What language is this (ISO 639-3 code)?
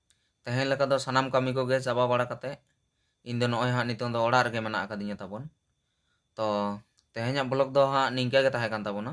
sat